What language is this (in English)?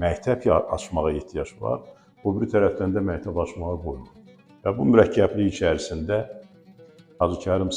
Azerbaijani